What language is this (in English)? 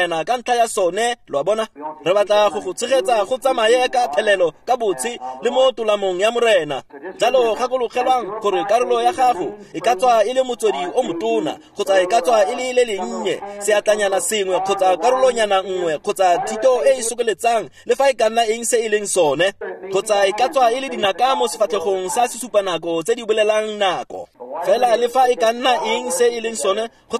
Tswana